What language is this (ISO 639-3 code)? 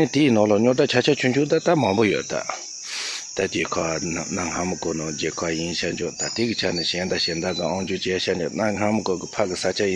bod